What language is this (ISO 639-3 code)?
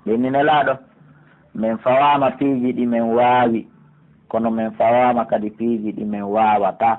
fuf